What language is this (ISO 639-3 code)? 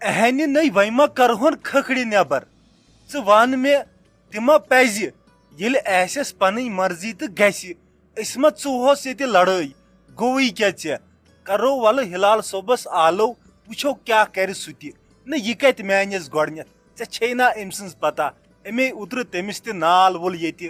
kas